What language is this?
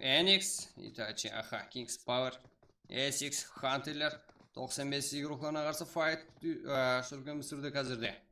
Kara-Kalpak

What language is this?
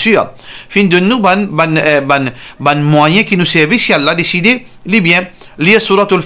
Morisyen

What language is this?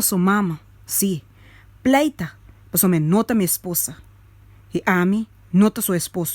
Papiamento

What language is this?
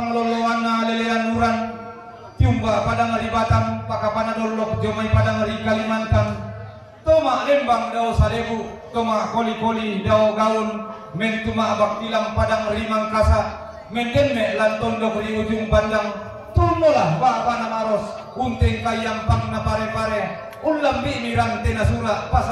Toraja-Sa'dan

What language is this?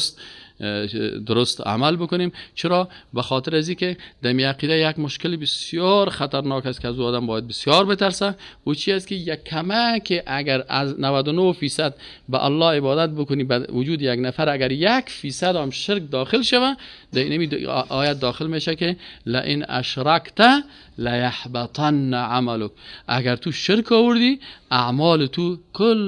Persian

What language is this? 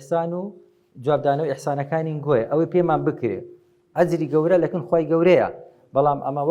Central Kurdish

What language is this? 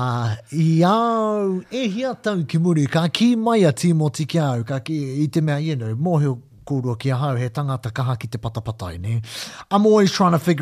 Māori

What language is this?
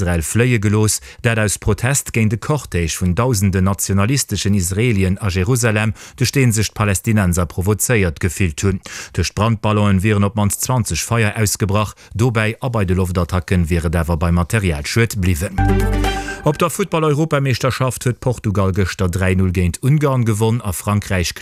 Luxembourgish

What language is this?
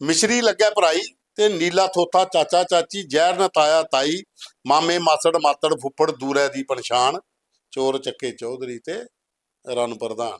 Dogri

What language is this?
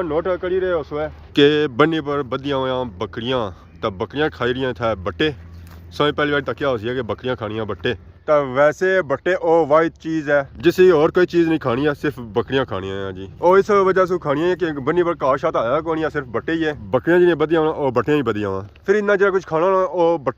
Pahari-Potwari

